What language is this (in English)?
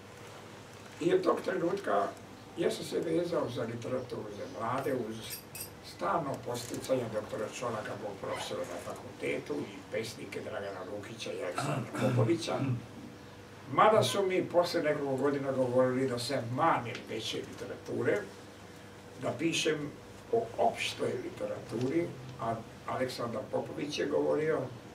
Serbian